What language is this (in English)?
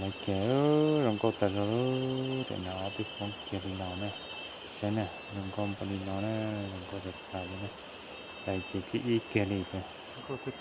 Hmong